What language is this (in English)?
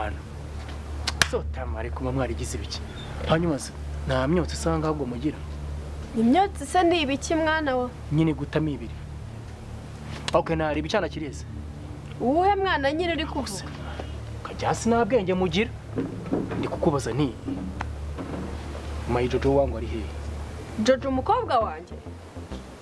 Kinyarwanda